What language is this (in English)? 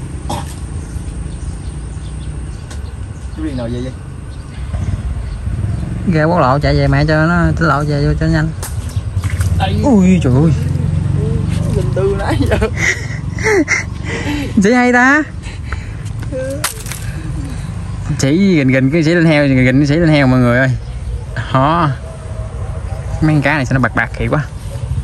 Vietnamese